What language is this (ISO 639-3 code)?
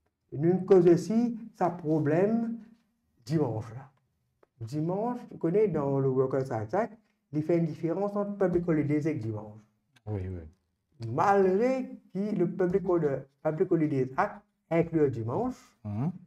mfe